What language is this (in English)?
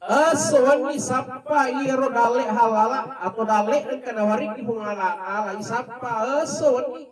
Buginese